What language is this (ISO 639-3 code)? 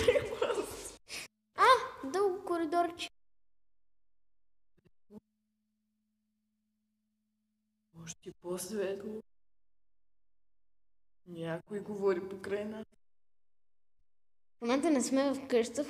bul